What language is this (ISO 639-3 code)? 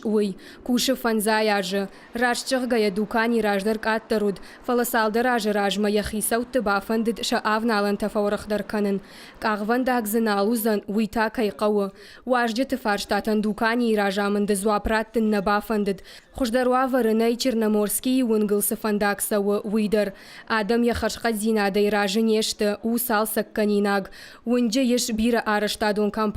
oss